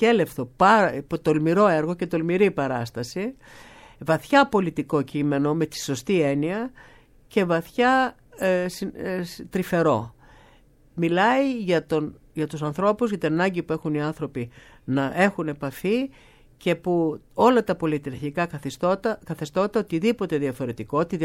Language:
Greek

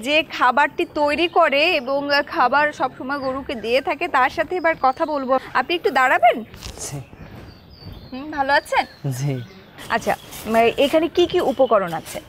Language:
Bangla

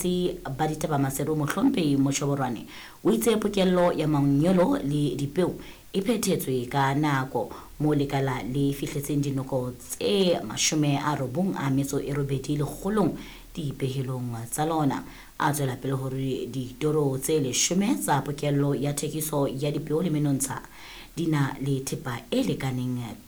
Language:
Southern Sotho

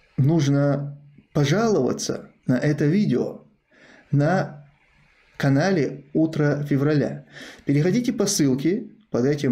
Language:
Russian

